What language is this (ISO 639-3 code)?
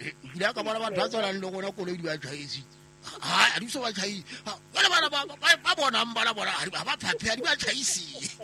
sot